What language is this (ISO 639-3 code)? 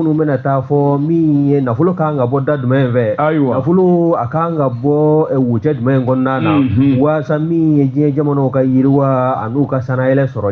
bam